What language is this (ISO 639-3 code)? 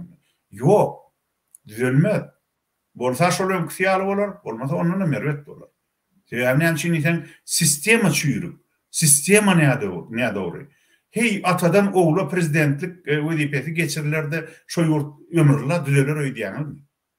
tuk